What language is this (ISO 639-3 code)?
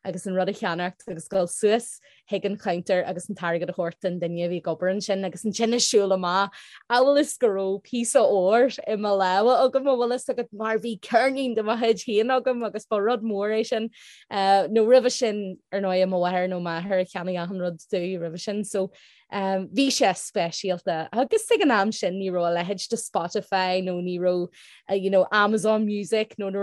gle